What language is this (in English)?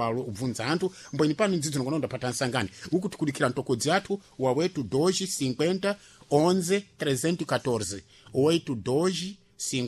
Sena